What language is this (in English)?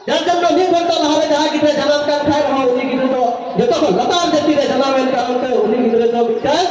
Santali